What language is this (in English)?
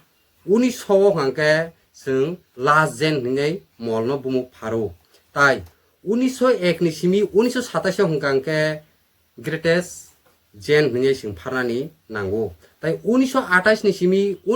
Kok Borok